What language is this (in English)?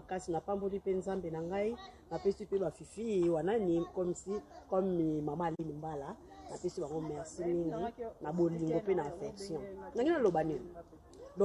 Lingala